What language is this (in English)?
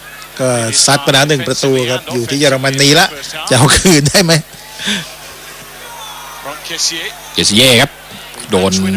Thai